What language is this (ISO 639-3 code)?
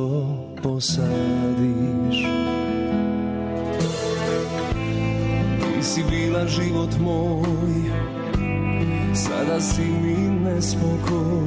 bos